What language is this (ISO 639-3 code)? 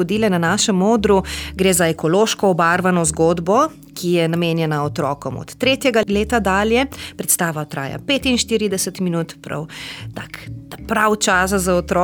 slv